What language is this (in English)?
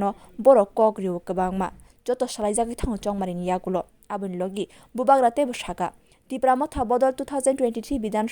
Kok Borok